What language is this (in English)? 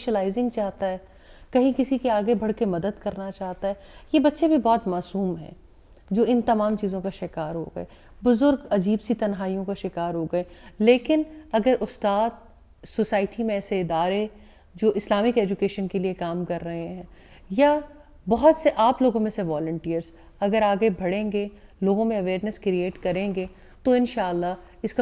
Urdu